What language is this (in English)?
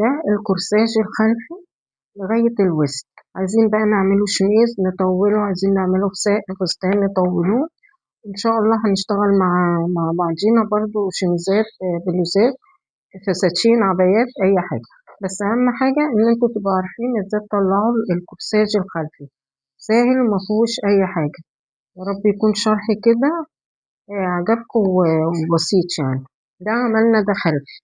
Egyptian Arabic